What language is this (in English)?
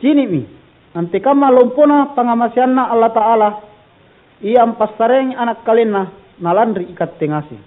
Makasar